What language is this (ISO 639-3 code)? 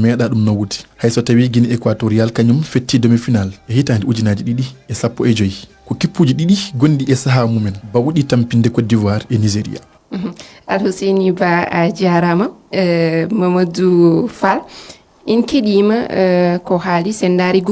ful